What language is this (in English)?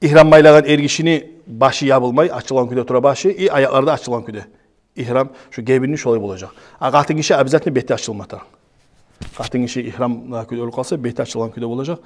Kumyk